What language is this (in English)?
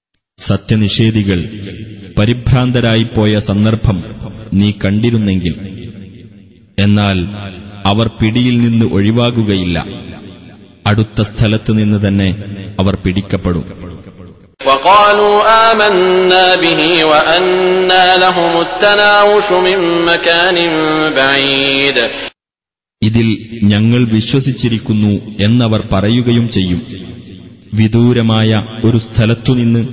Malayalam